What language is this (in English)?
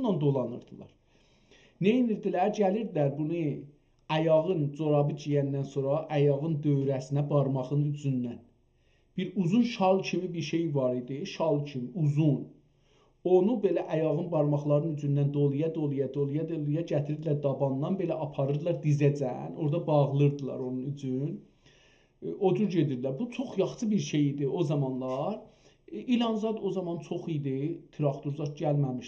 South Azerbaijani